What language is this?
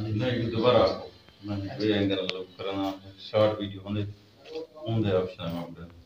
Saraiki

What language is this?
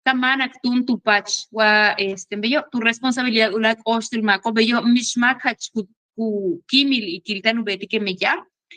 Yucateco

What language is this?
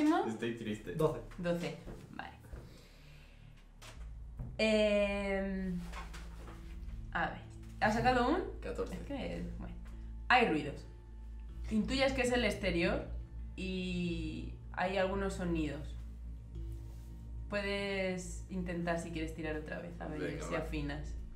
Spanish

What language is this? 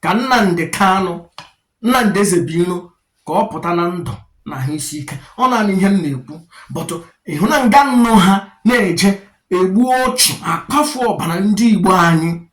Igbo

